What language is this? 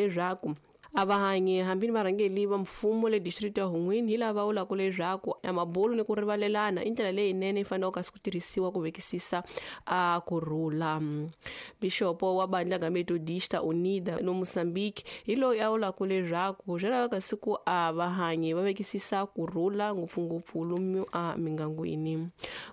Tsonga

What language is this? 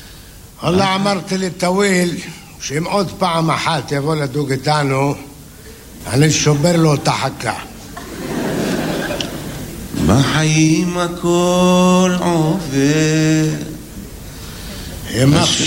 Hebrew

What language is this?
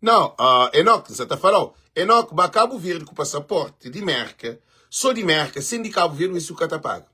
Kabuverdianu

